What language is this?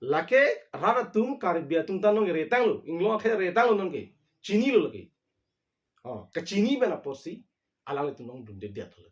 Karbi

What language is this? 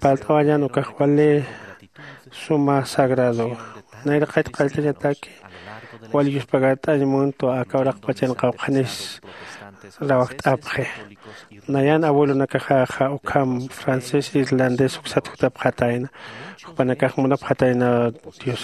Aymara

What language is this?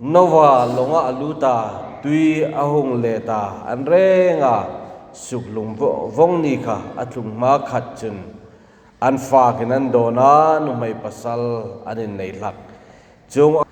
Hmar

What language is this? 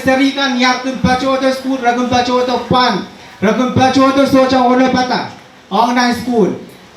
Pohnpeian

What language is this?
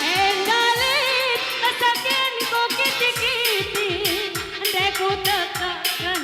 Batak Karo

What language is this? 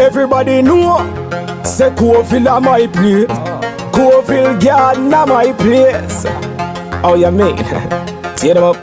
Jamaican Creole English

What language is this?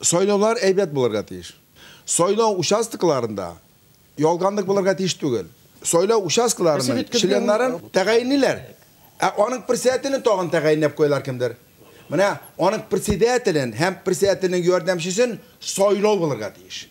Bashkir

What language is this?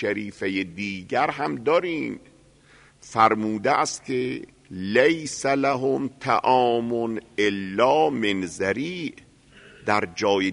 Persian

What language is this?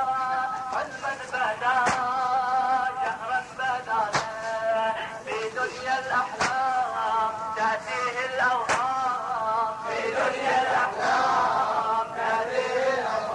Arabic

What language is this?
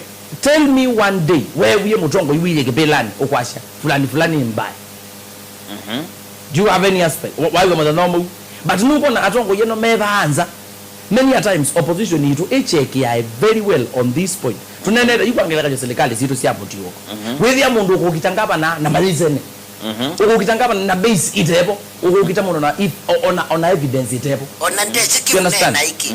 Kamba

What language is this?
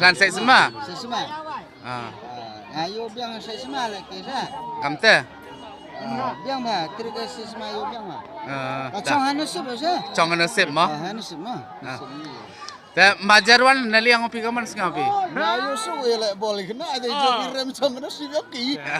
Khasi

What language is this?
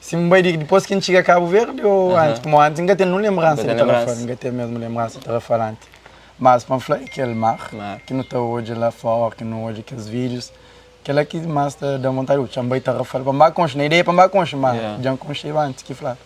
Kabuverdianu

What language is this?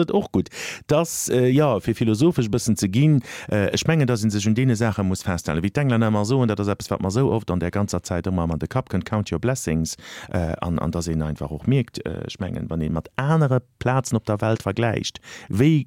Luxembourgish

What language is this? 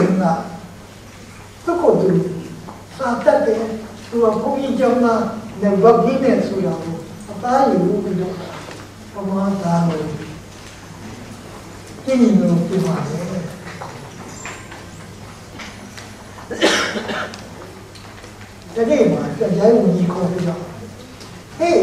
Burmese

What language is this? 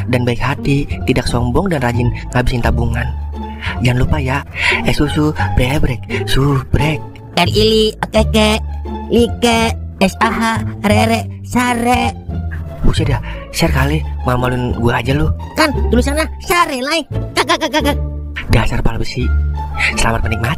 Betawi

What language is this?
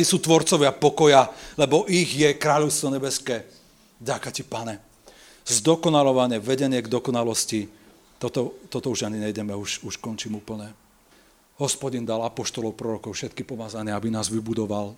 Slovak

